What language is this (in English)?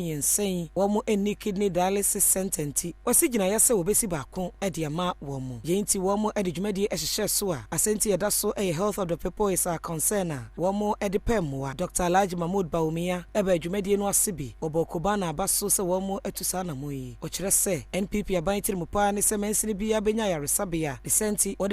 Akan